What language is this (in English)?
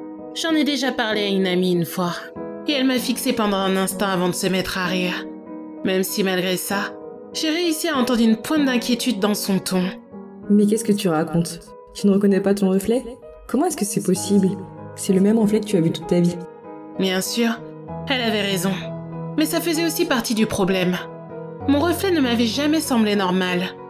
French